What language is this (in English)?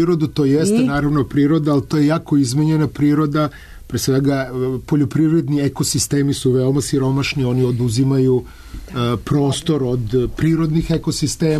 Serbian